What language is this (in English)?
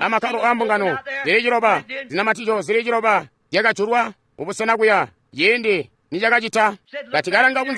Tonga (Zambia)